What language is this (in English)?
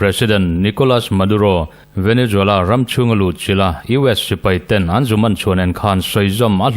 Mizo